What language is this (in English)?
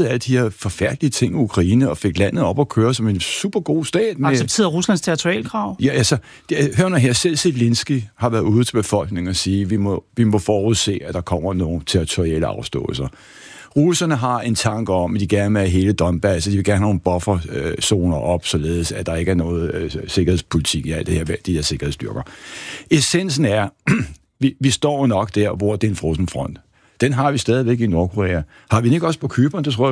Danish